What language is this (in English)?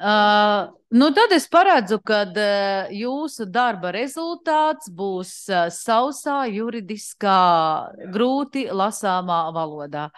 Latvian